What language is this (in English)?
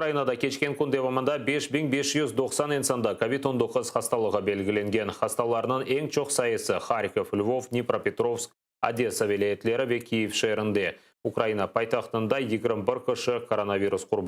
Crimean Tatar